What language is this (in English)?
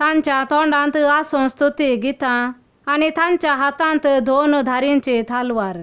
Konkani